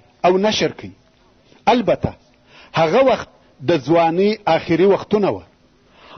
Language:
Pashto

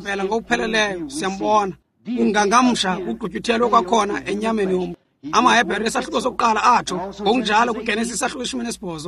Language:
Xhosa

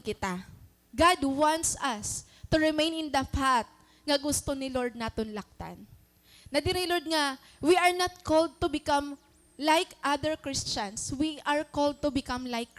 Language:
Waray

